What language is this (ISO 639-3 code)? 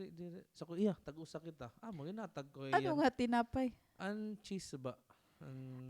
war